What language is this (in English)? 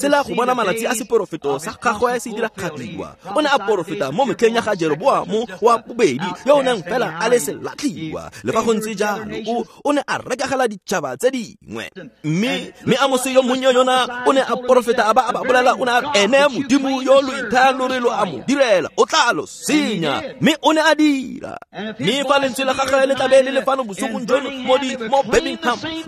Tswana